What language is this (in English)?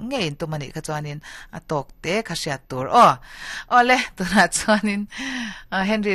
Mizo